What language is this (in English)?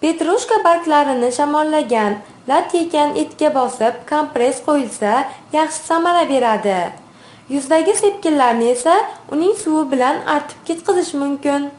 Uzbek